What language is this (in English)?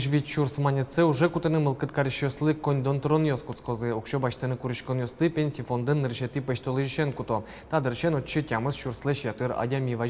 Udmurt